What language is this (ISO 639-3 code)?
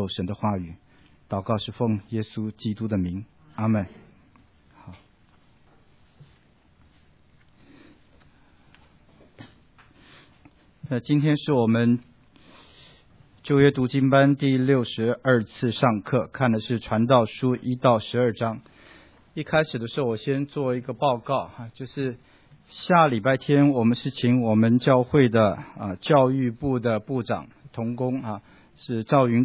zho